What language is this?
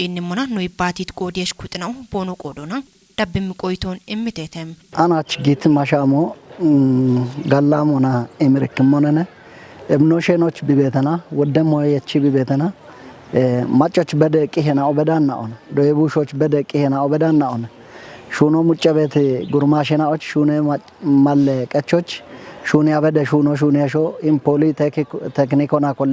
Kafa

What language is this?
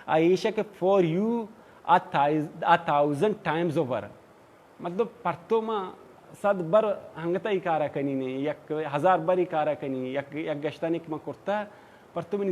Baluchi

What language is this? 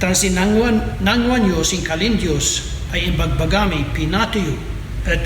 Kankanaey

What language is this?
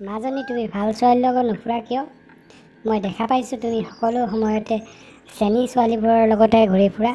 Assamese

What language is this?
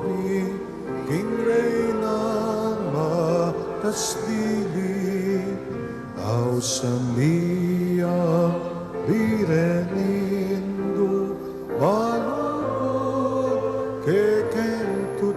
Pampanga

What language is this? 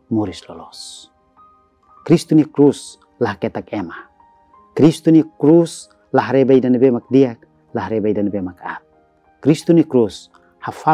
Tetum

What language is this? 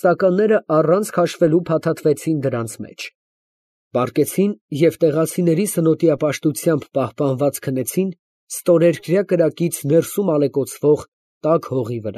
Armenian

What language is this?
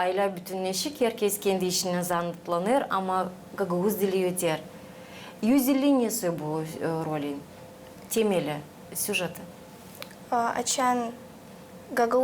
Gagauz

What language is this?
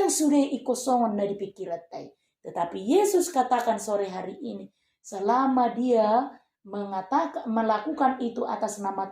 Batak Toba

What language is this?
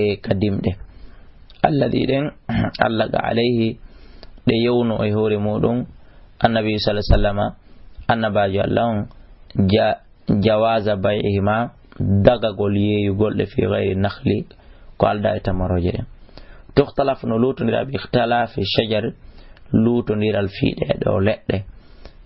Fula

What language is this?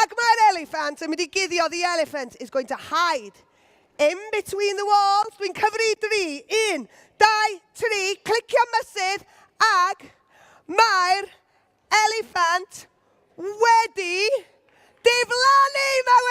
Welsh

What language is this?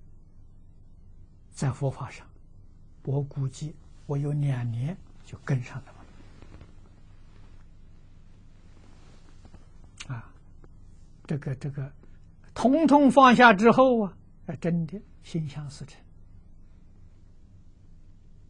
Chinese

